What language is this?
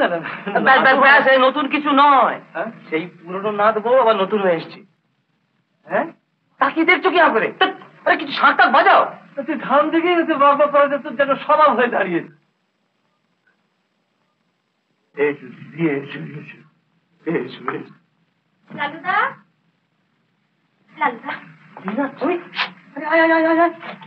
Bangla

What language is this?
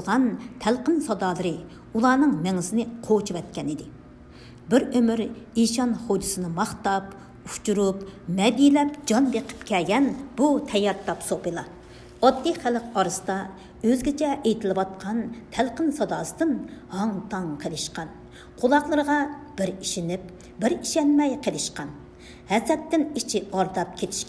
Uyghur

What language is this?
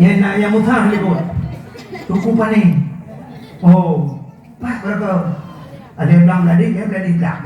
Achinese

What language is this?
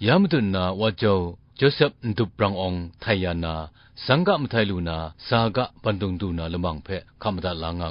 Kachin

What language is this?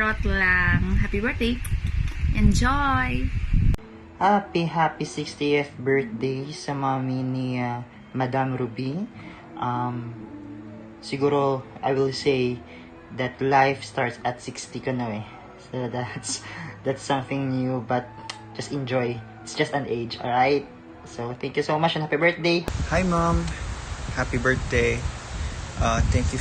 Hiligaynon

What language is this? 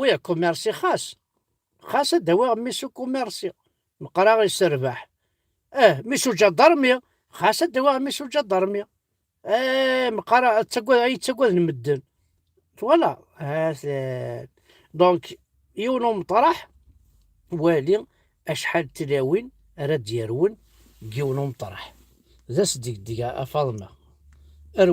Kabyle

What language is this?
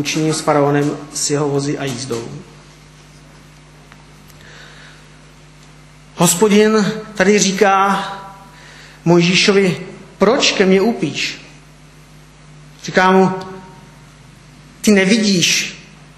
Czech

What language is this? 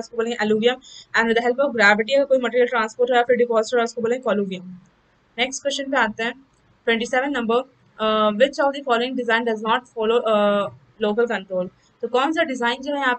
Hindi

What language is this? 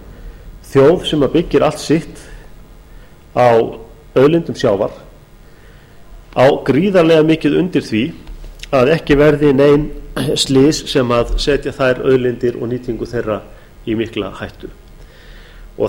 Icelandic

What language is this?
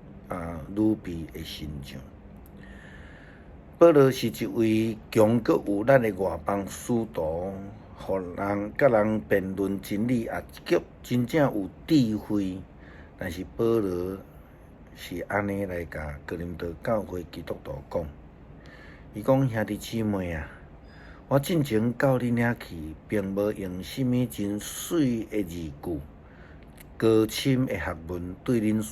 Min Nan Chinese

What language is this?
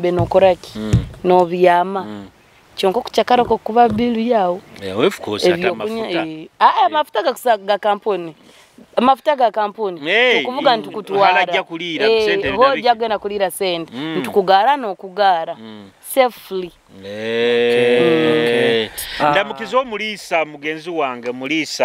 Nyoro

